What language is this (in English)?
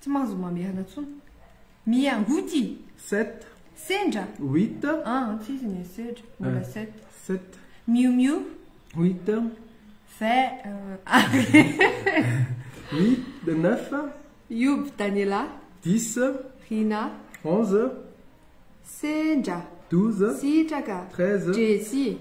Malagasy